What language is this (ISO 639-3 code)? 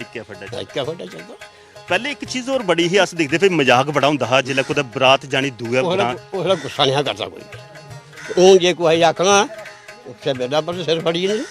doi